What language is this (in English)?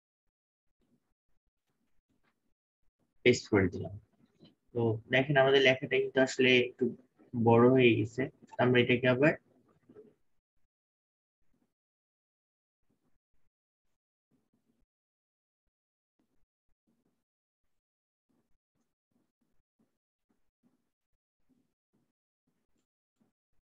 Bangla